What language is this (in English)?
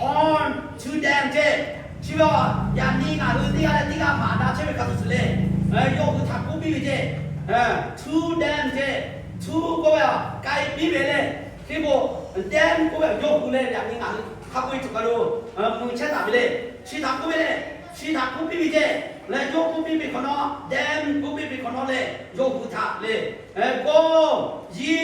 Lahu